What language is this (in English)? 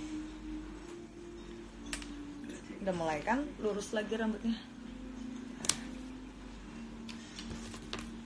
Indonesian